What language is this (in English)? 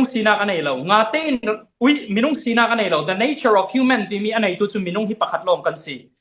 Falam Chin